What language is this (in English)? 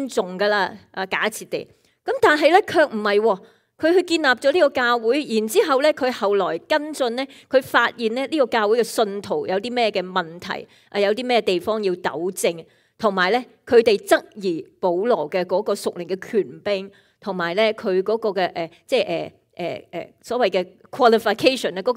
Cantonese